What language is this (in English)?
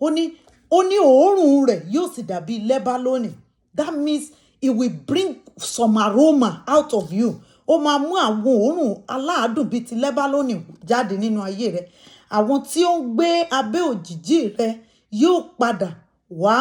Yoruba